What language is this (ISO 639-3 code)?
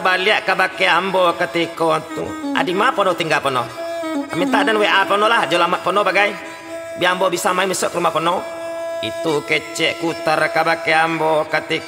min